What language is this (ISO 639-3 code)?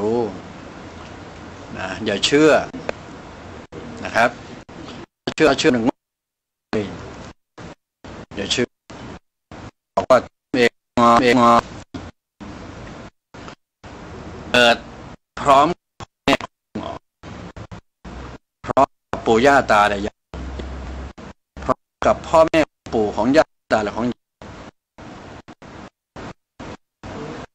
tha